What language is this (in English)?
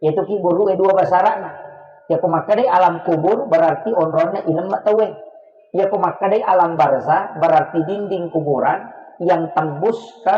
Buginese